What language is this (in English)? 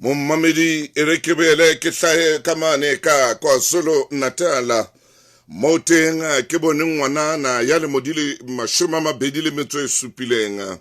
Southern Sotho